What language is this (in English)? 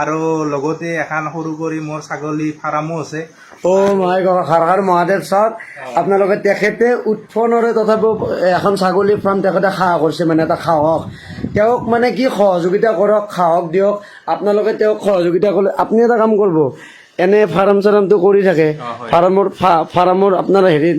Assamese